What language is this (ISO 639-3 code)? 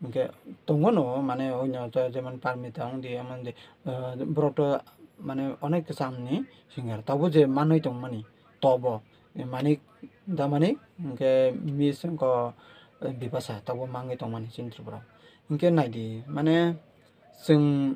trp